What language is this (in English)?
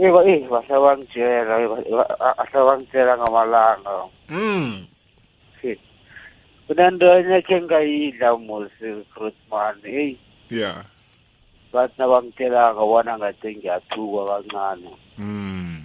South Ndebele